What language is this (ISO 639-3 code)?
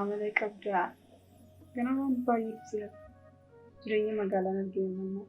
orm